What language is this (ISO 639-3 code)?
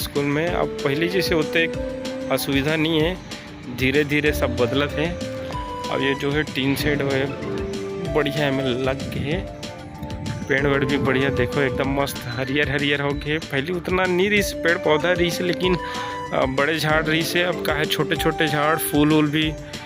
hne